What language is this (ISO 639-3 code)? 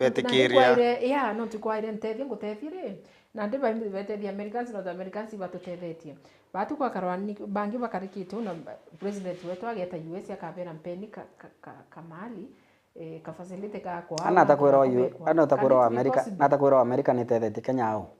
mer